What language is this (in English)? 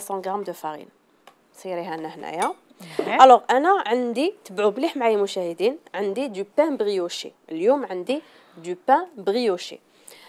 Algerian Arabic